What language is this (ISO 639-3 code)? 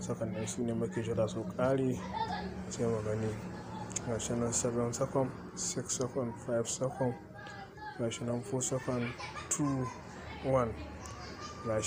hau